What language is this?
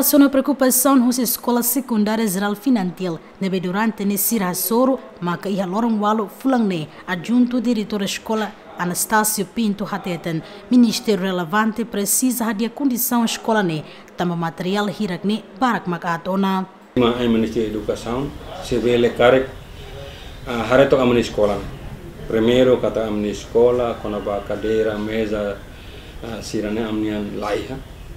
Tetum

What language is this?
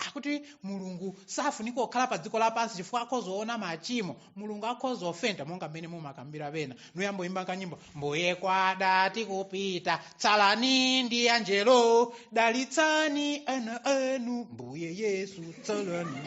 Nyanja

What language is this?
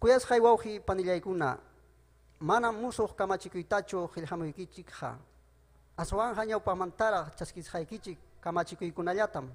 Ayacucho Quechua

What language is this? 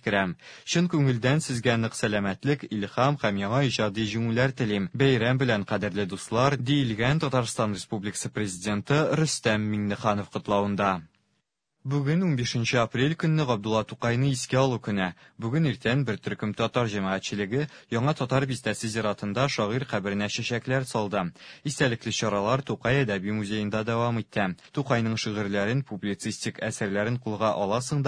Tatar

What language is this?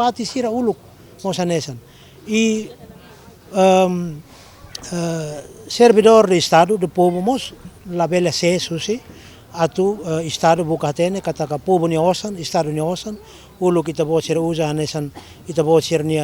Tetum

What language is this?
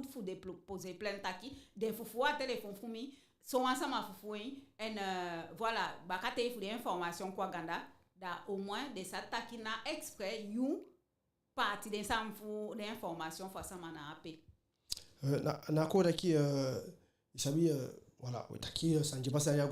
Eastern Maroon Creole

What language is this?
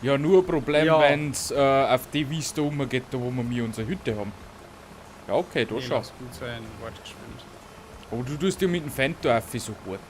Bavarian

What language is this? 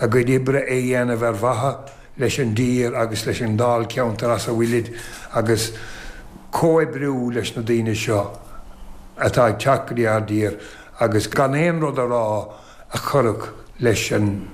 Irish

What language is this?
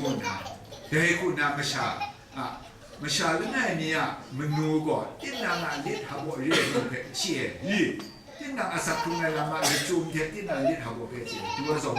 Kachin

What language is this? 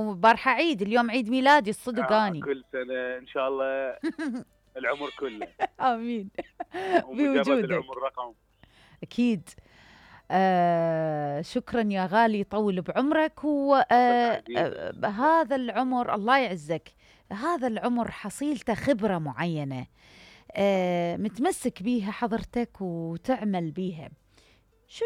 Mesopotamian Arabic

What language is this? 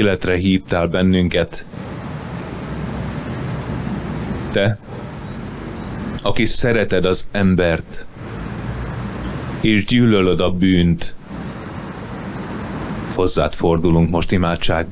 Hungarian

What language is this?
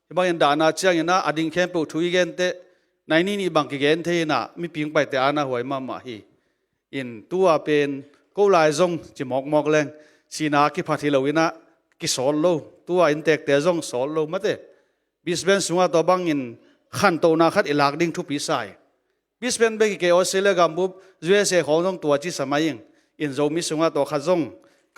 Tedim Chin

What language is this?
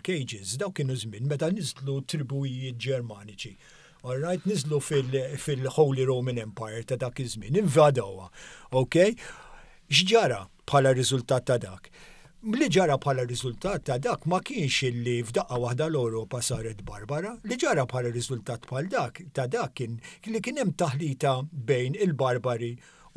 Maltese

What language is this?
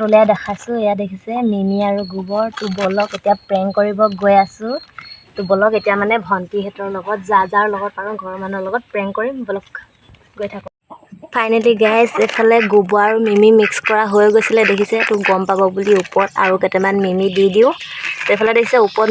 Assamese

